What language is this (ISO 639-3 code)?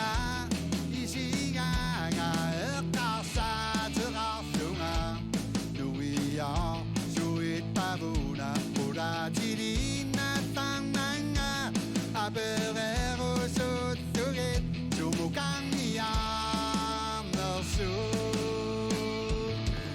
kal